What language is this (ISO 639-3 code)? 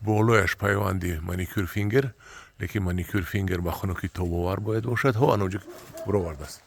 tgk